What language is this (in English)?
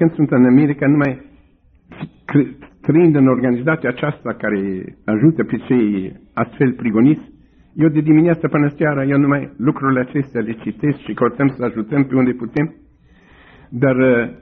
Romanian